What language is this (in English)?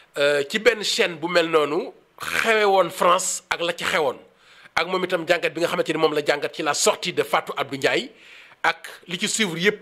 Wolof